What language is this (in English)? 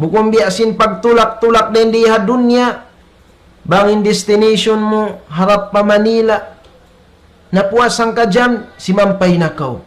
Tausug